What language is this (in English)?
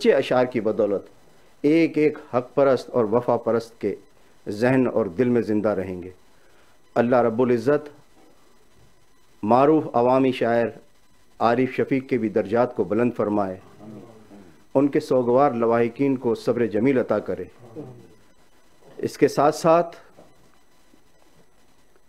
Urdu